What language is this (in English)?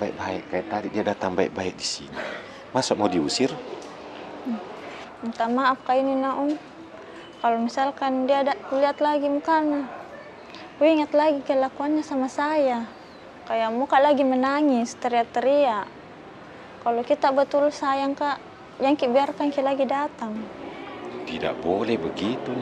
Makassar Malay